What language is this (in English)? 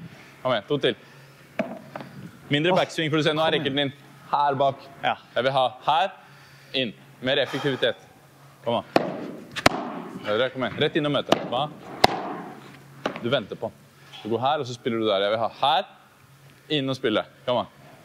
Norwegian